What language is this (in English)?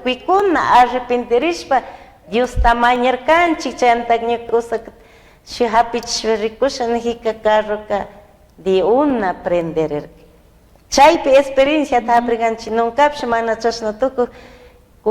Chimborazo Highland Quichua